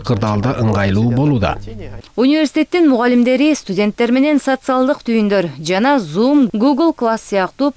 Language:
Kyrgyz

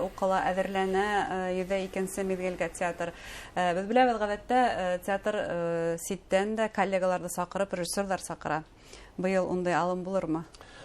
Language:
Bashkir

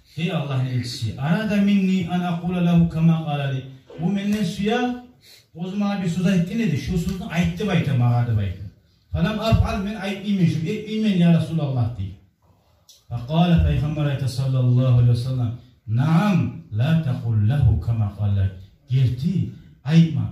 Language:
Kumyk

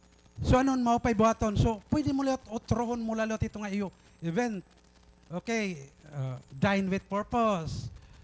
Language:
Waray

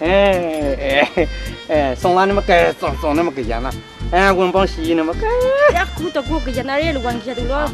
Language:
Kachin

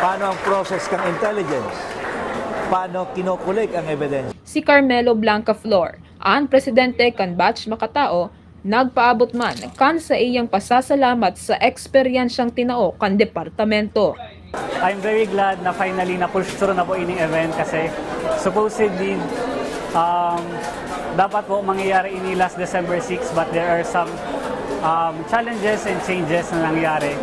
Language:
Bikol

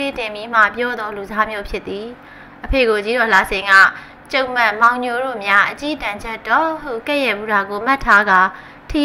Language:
Burmese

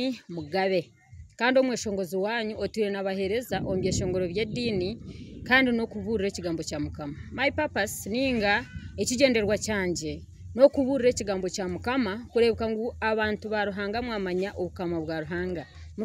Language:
Nyankole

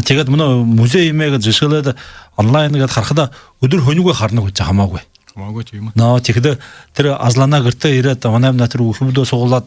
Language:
Buriat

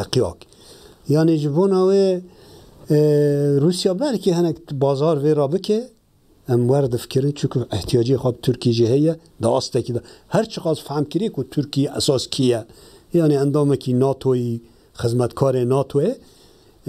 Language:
Kurdish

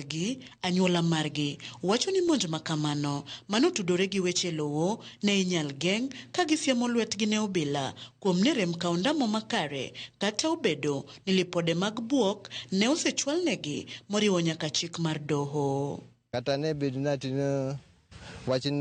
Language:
Luo (Kenya and Tanzania)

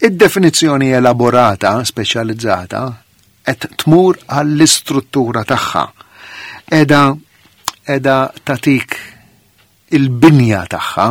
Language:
Maltese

